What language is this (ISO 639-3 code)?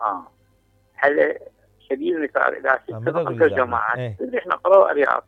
acm